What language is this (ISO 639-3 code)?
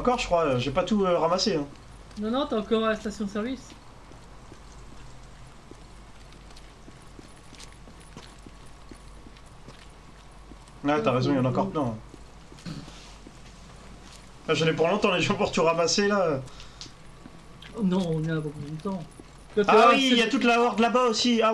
fra